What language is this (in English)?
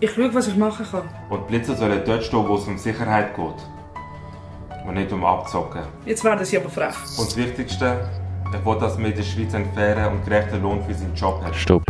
Swiss German